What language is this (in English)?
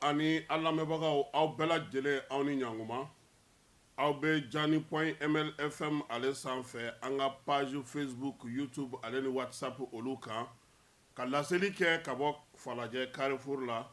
Bambara